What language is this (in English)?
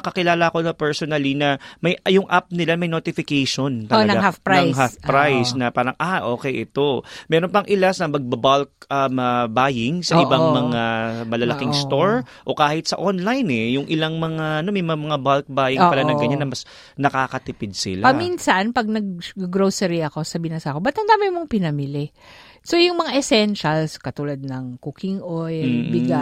Filipino